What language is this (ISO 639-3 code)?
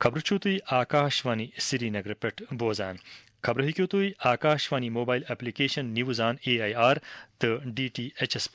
kas